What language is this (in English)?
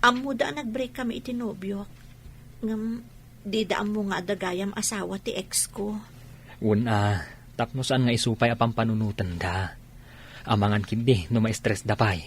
Iloko